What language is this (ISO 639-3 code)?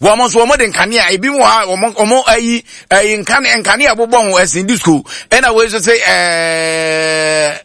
aka